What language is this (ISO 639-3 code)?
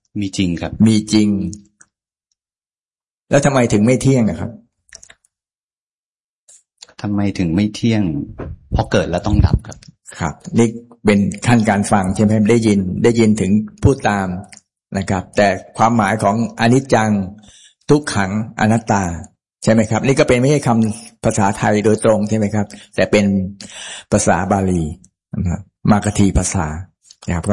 tha